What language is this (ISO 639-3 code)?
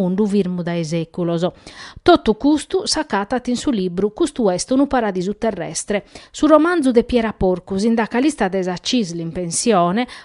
srd